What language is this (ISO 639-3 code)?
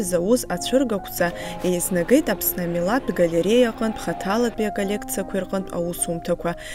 abk